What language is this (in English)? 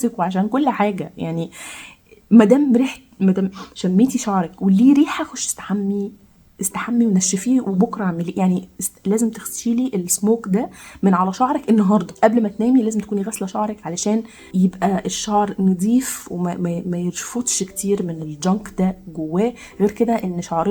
Egyptian Arabic